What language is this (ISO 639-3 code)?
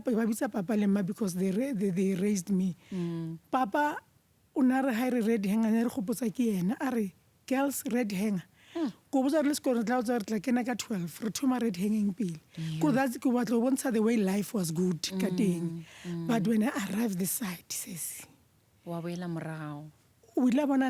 nso